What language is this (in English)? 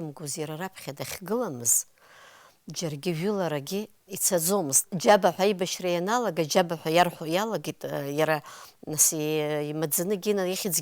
Abkhazian